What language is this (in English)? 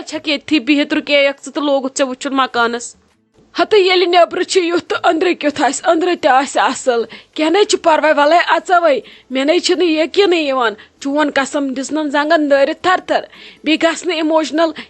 Kashmiri